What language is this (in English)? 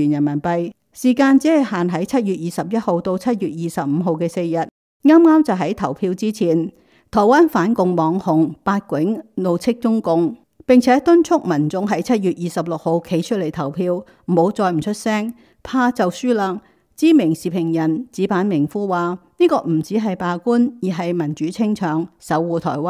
Cantonese